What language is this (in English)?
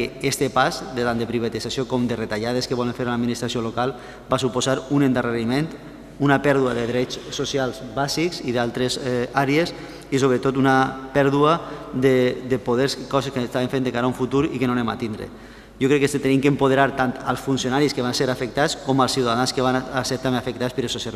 Catalan